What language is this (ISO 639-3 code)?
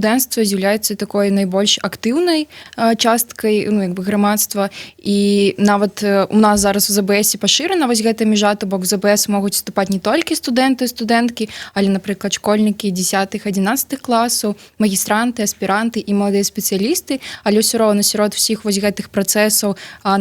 bel